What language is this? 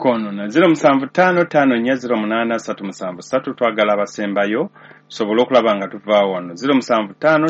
Ganda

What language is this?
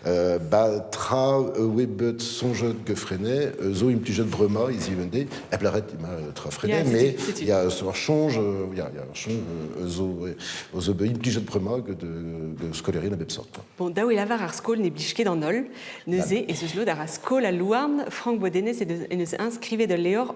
Breton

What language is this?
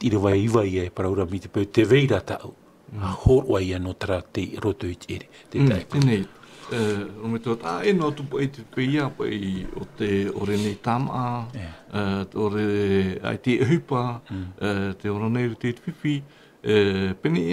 Tahitian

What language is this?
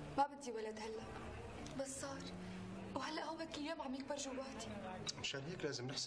North Levantine Arabic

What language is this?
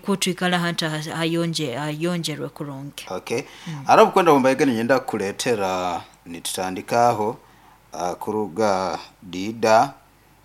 Nyoro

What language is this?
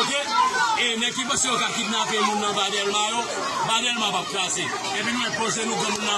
Haitian Creole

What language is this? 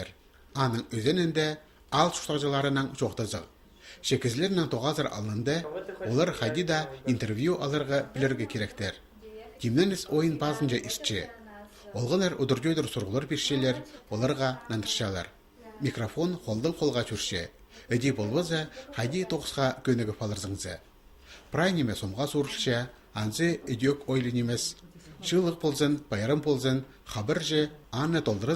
Khakas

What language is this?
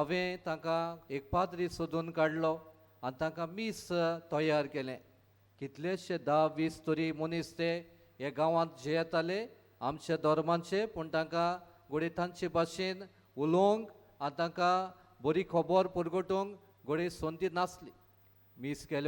Konkani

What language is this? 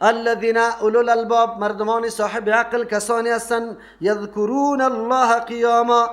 Persian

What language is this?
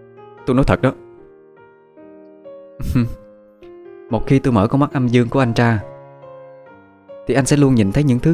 Vietnamese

